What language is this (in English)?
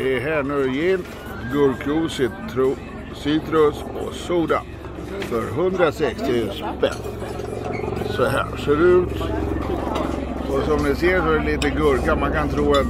Swedish